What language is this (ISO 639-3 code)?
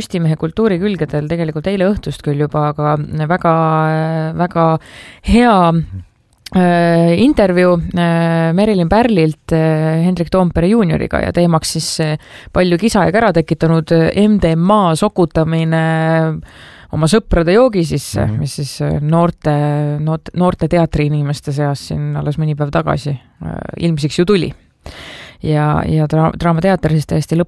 est